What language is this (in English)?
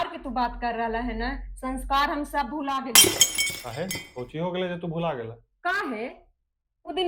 Magahi